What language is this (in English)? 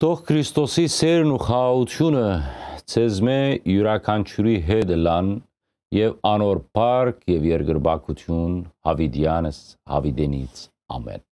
Western Armenian